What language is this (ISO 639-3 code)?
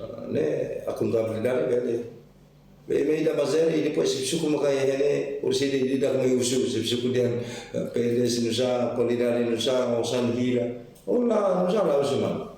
tet